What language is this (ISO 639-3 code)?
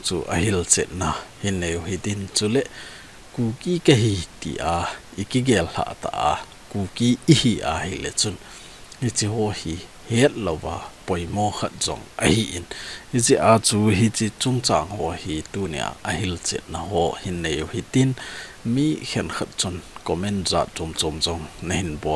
tcz